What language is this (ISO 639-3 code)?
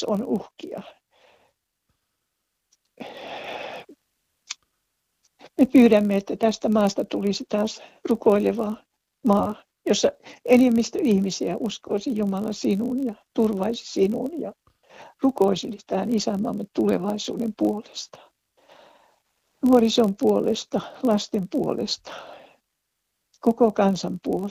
fin